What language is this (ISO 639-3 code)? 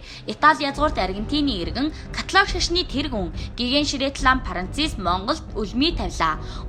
mon